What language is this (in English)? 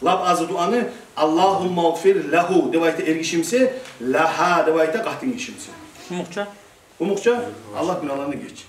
Kumyk